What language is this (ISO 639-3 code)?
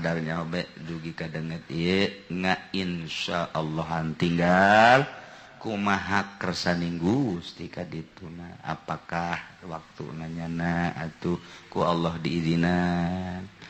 sun